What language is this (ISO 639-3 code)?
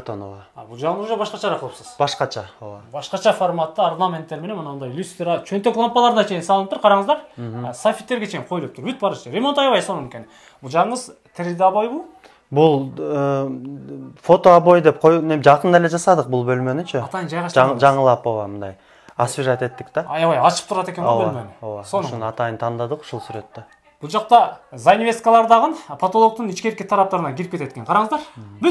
kir